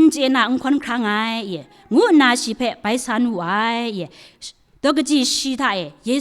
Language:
Kachin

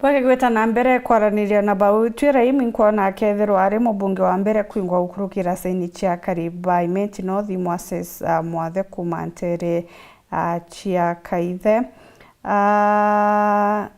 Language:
Meru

